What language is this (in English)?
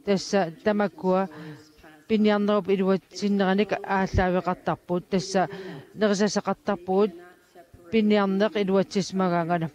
Kalaallisut